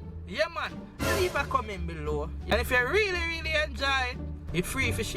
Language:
Jamaican Creole English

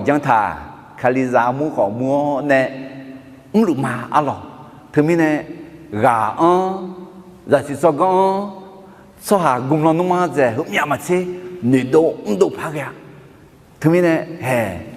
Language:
Akha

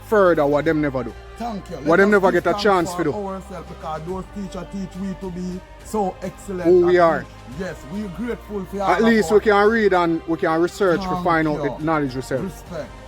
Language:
Jamaican Creole English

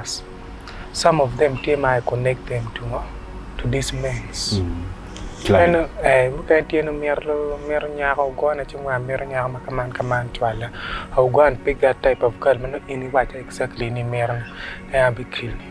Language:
Acoli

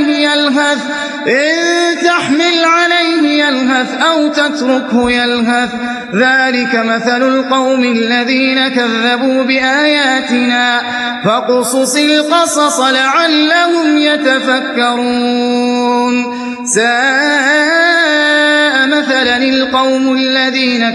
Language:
Arabic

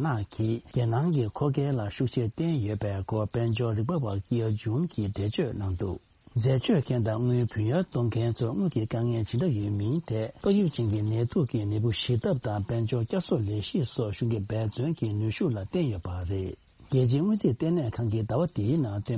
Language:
Tibetan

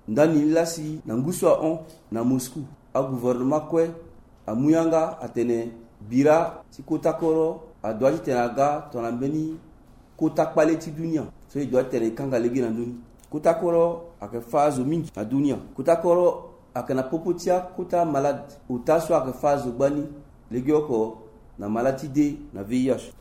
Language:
Sango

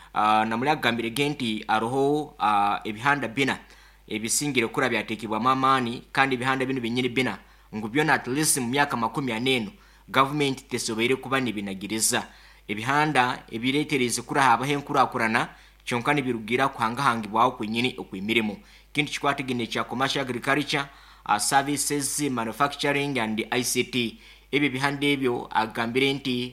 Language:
Nyoro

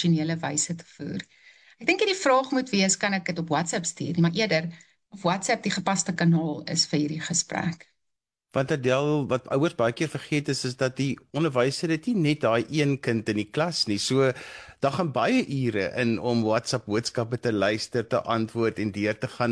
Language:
Afrikaans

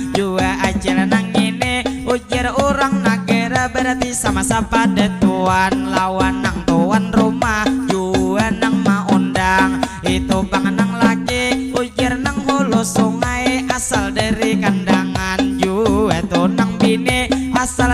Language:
Banjar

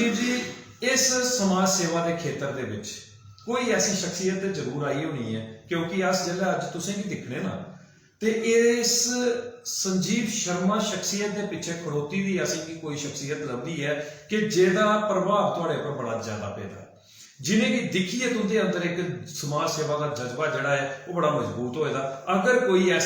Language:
Dogri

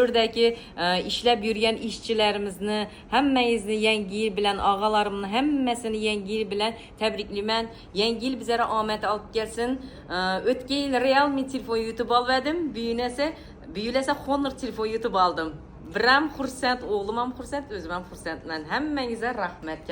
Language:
Uzbek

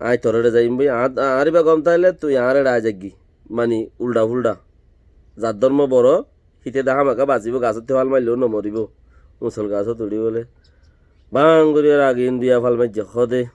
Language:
Rohingya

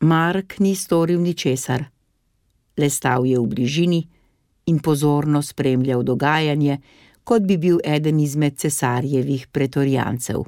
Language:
Slovenian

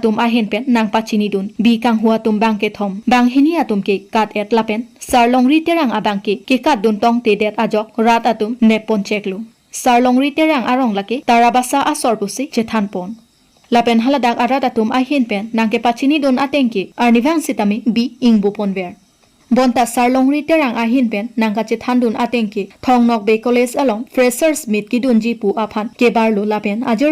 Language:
Karbi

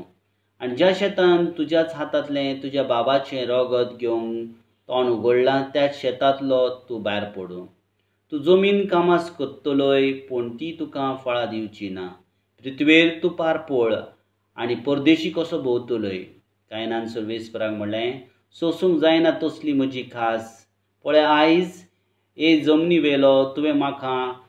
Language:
Konkani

